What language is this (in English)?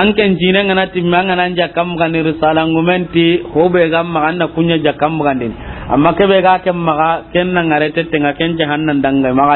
Soninke